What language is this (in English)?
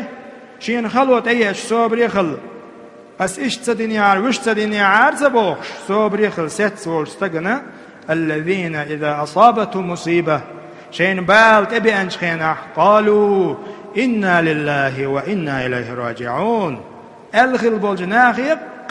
Chechen